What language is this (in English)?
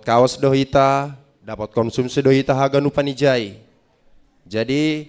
Batak Simalungun